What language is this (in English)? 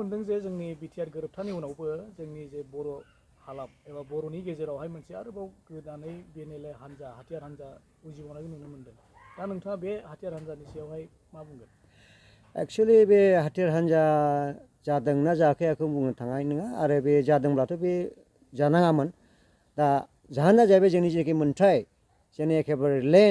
Bodo